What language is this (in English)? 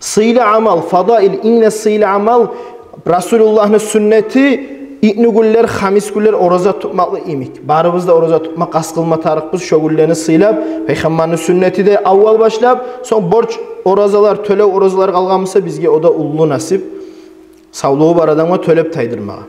Kumyk